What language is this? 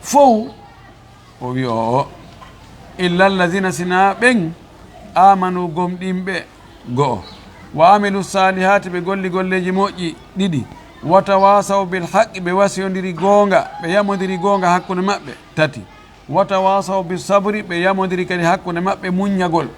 Fula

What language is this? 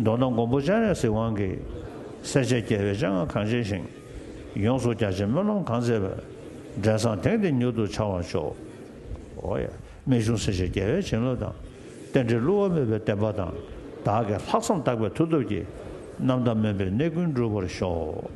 Tibetan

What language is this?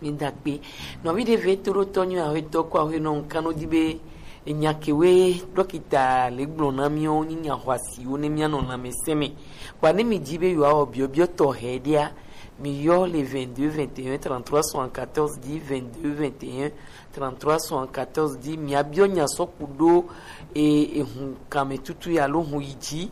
Gen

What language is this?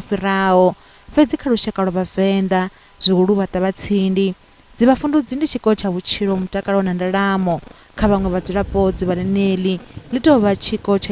Venda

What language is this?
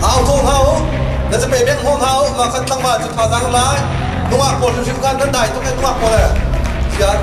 Hakha Chin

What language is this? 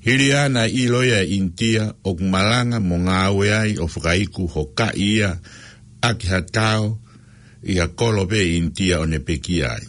Tongan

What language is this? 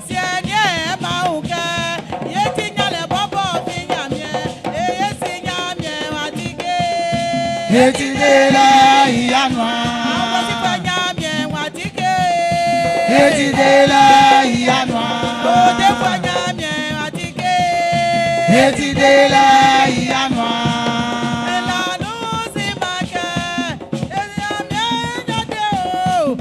Baoulé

